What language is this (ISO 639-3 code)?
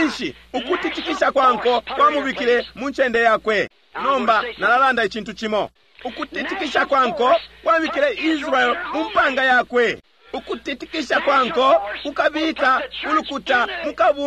bem